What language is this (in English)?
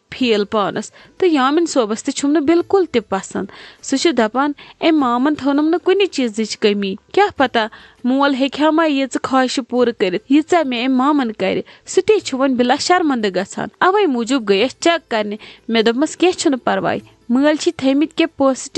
Kashmiri